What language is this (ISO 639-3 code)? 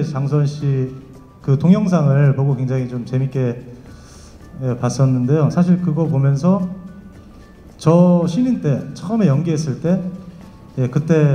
kor